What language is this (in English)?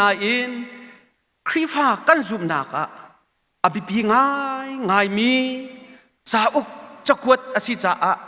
Hakha Chin